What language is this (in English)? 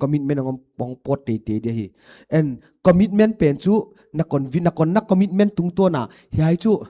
Paite Chin